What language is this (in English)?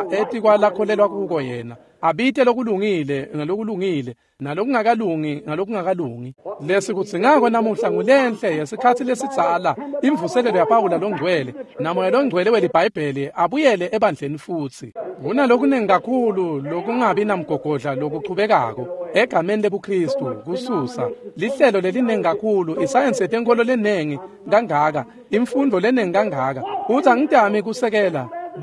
Swati